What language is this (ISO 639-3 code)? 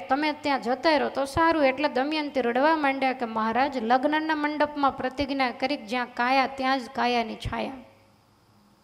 guj